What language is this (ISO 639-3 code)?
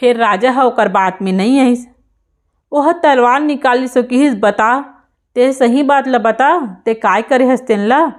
hne